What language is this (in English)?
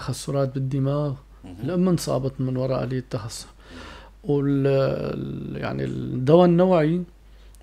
North Levantine Arabic